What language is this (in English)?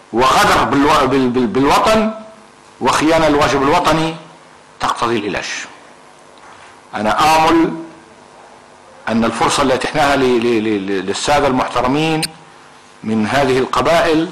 Arabic